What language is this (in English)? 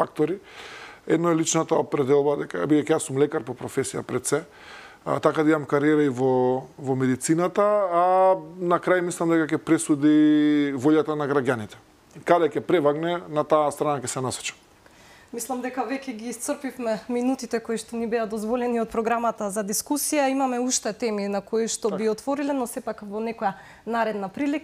Macedonian